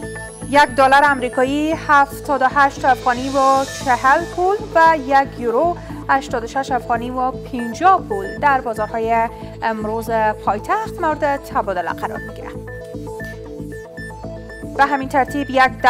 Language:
Persian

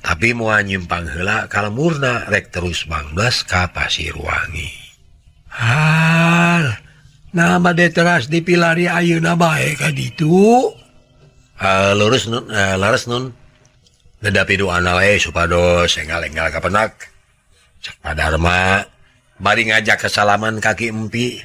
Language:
Sundanese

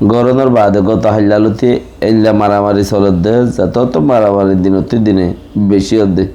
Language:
Rohingya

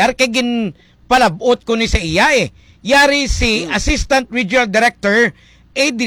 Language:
Hiligaynon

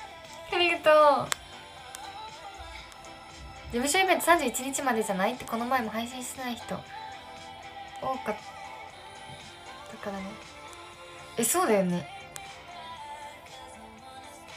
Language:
Japanese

